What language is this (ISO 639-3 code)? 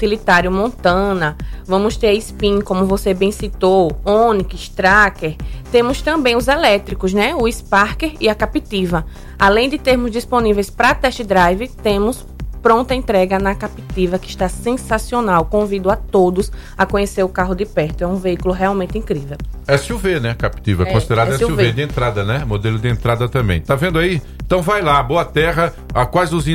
por